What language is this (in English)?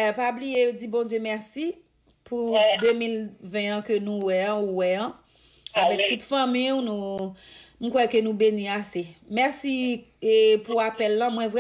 Haitian Creole